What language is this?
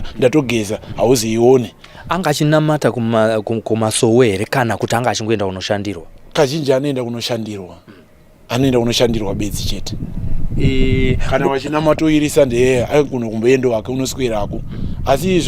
Shona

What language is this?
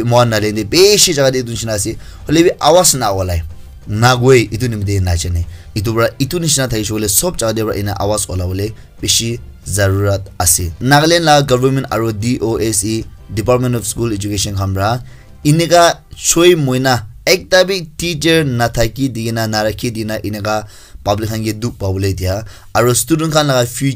Naga Pidgin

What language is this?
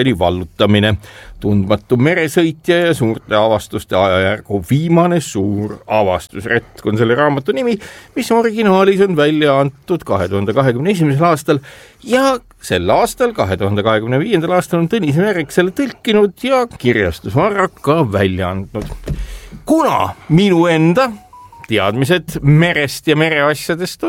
Estonian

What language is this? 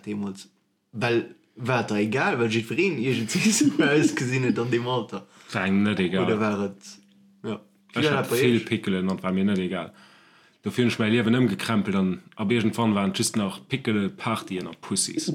Luxembourgish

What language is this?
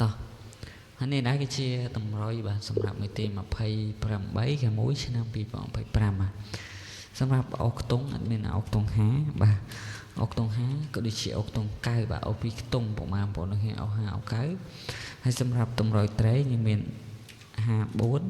Khmer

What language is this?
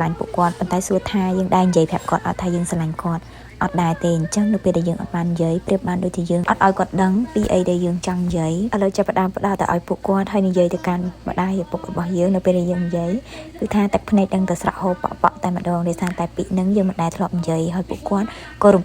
Khmer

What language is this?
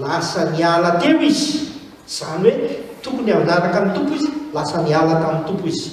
Malagasy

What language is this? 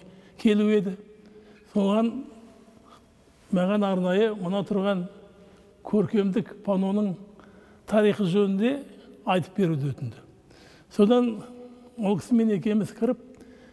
Kazakh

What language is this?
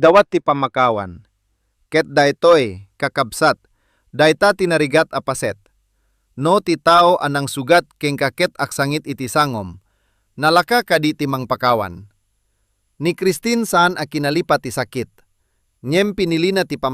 Iloko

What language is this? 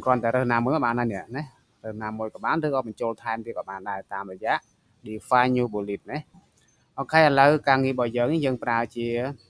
Khmer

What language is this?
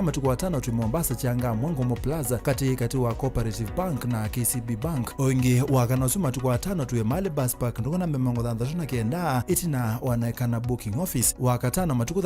Kamba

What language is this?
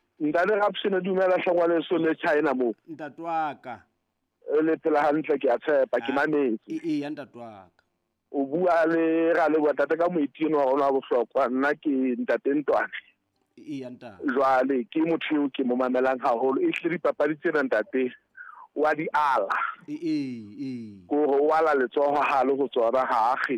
Southern Sotho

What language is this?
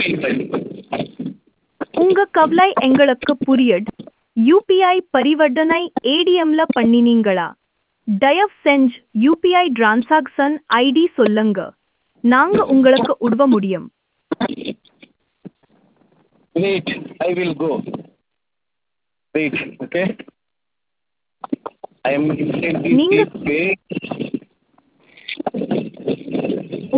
Tamil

